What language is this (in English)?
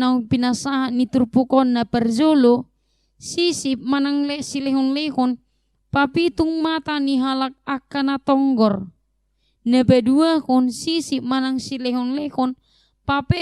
Batak Toba